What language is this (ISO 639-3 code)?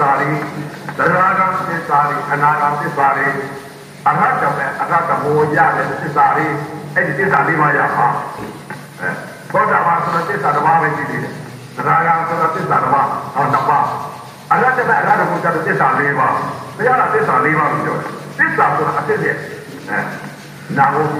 mya